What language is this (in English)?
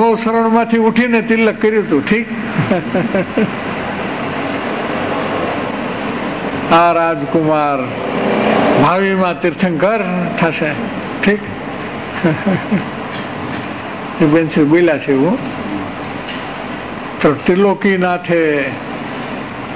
Gujarati